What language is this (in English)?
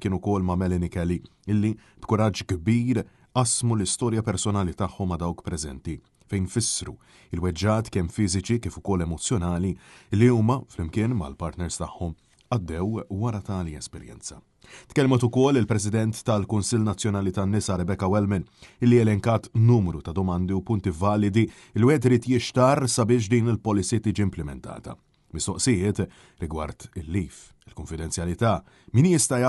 Maltese